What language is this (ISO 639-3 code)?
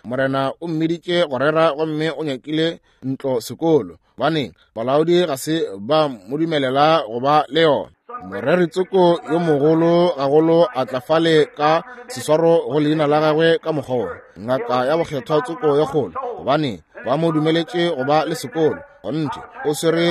nso